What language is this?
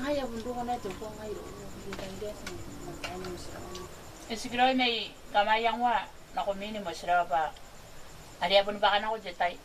Gilbertese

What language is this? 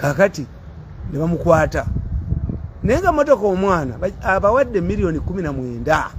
Ganda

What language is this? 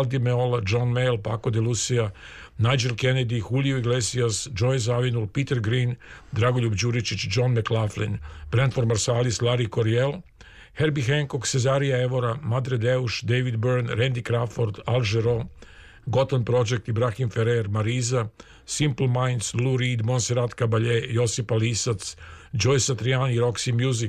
Serbian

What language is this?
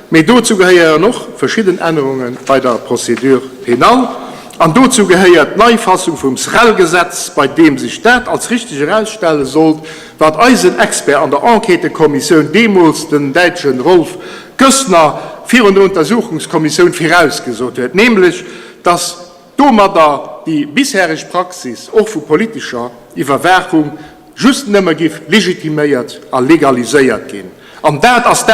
Luxembourgish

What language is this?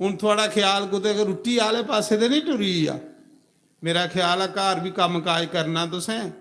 Dogri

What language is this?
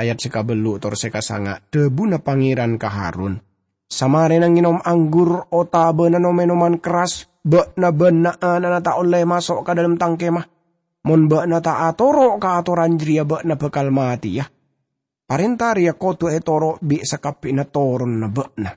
Madurese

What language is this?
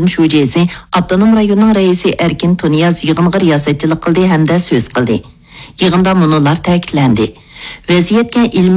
Uyghur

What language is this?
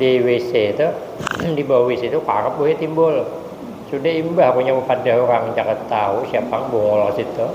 Banjar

